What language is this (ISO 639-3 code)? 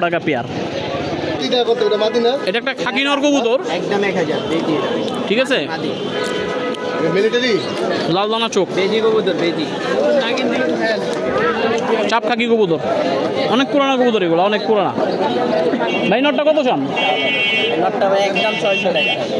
ben